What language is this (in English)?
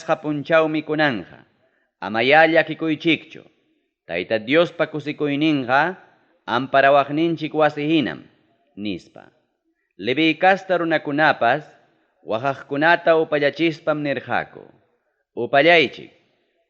Ayacucho Quechua